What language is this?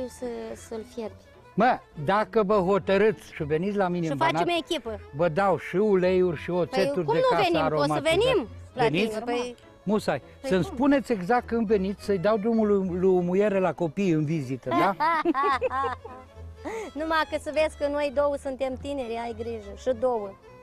Romanian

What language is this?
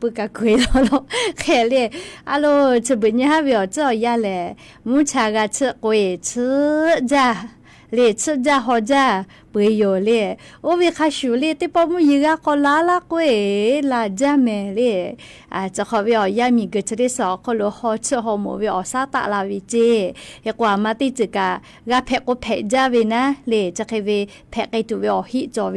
Lahu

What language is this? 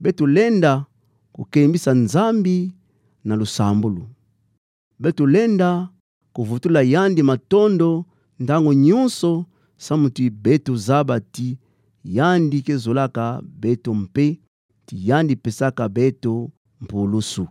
Kituba (Democratic Republic of Congo)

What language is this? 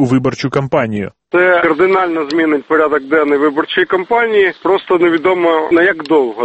Ukrainian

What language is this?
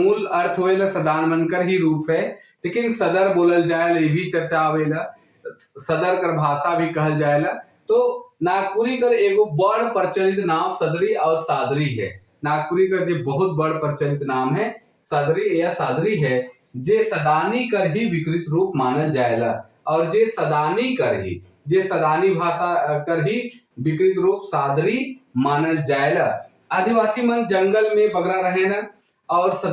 Sadri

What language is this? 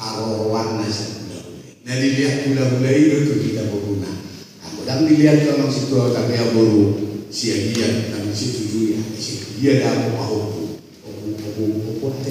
Batak Toba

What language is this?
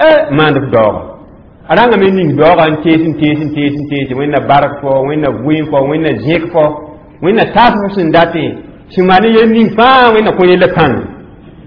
Mossi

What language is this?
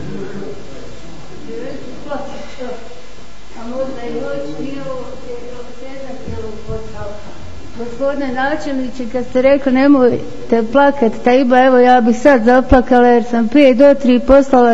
Bosnian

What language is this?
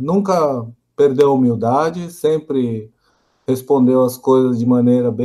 Portuguese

